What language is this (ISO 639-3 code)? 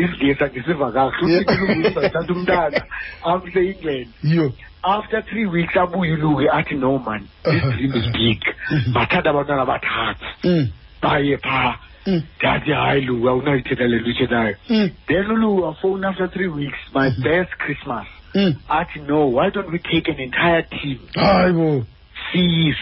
xho